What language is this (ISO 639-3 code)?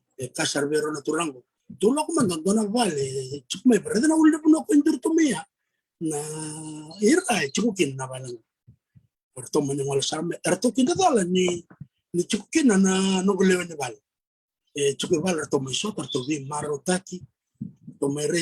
fij